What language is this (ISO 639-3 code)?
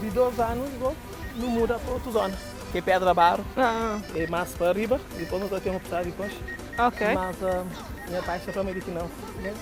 kea